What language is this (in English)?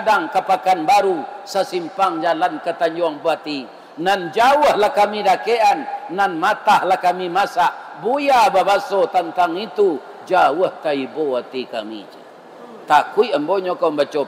Minangkabau